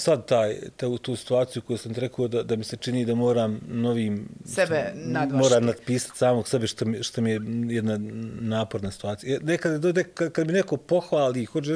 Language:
Bosnian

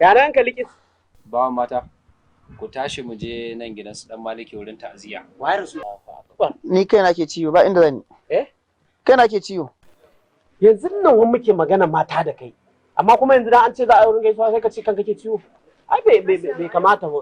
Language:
Hausa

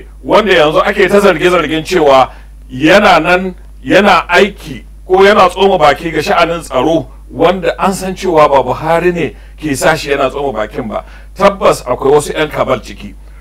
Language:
Hausa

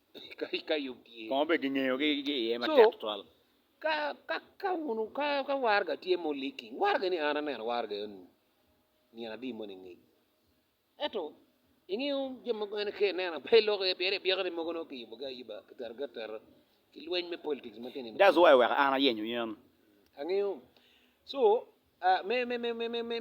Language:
Acoli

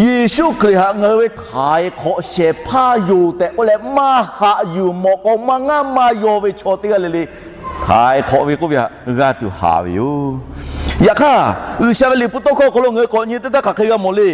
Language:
Lahu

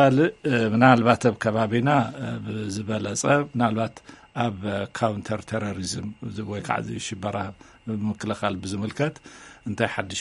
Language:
Tigrinya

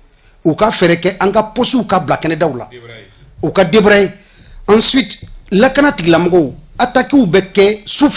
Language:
Bambara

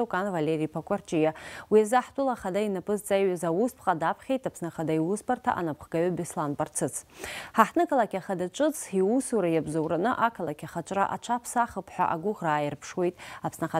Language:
Abkhazian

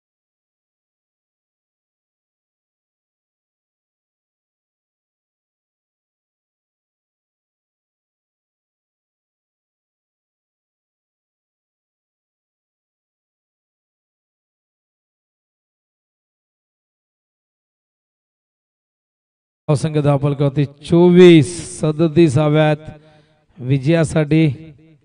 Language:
Marathi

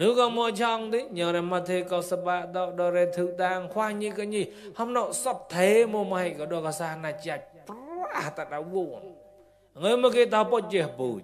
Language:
Mon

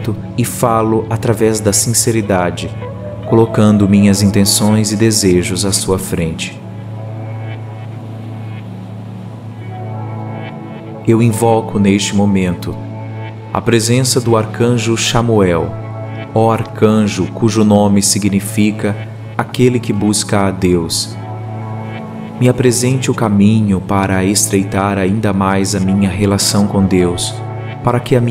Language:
Portuguese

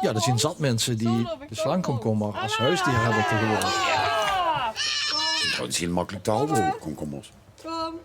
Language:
Limburgish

